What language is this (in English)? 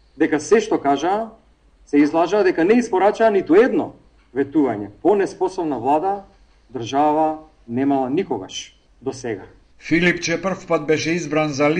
Macedonian